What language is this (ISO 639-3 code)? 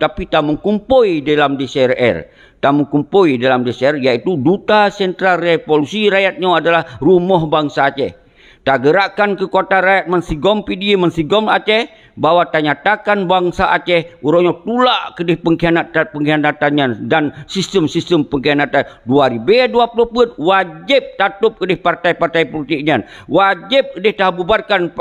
ace